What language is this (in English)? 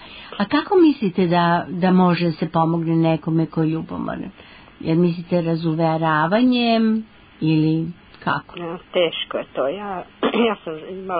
Serbian